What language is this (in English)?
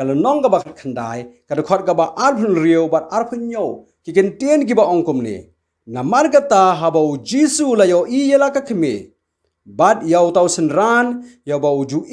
Khasi